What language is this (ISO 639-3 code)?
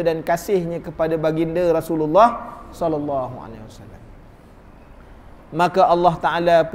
msa